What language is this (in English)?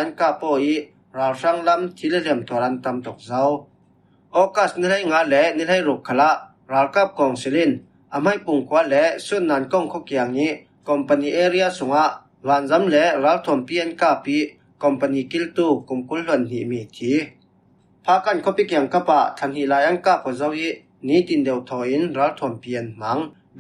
Falam Chin